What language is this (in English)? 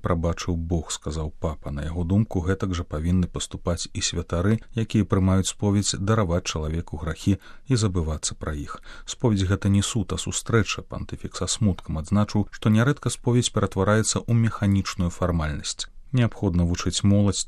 Belarusian